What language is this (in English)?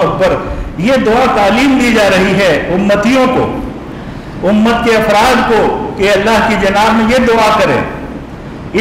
Urdu